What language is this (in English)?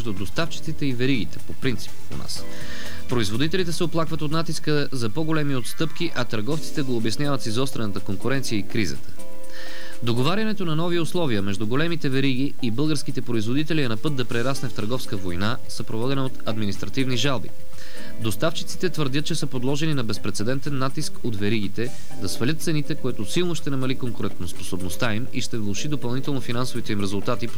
Bulgarian